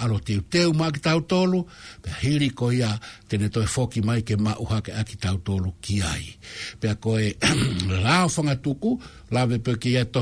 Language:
Tongan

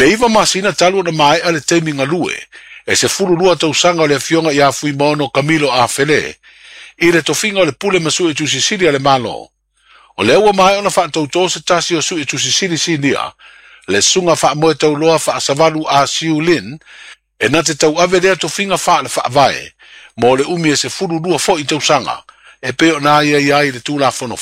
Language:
Samoan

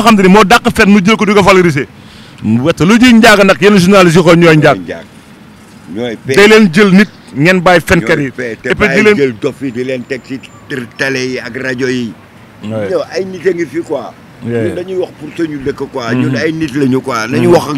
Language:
Wolof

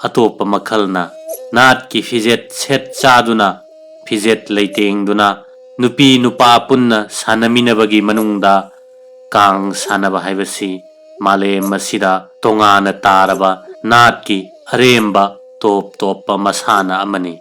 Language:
Manipuri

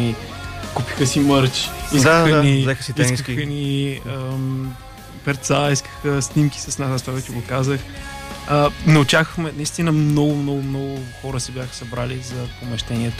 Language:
Bulgarian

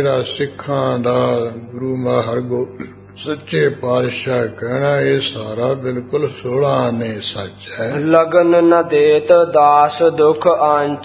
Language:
Punjabi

